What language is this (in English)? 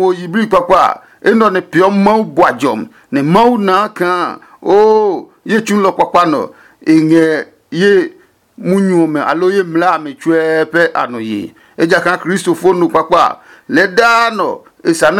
Adangme